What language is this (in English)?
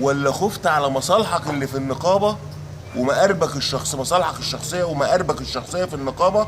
Egyptian Arabic